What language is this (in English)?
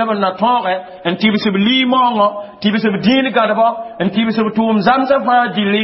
Mossi